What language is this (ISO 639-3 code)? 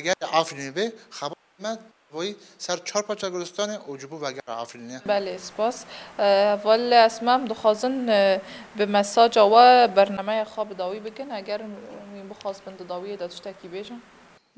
kur